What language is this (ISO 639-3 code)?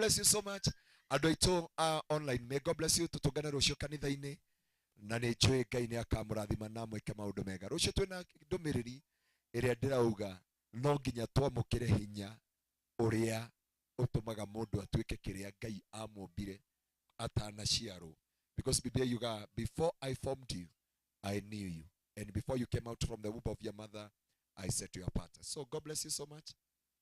kik